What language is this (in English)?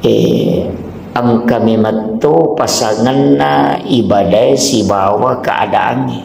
Buginese